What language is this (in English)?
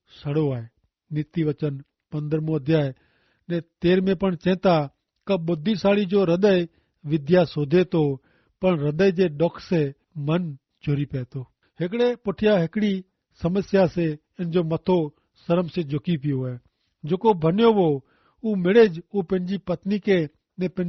Kachhi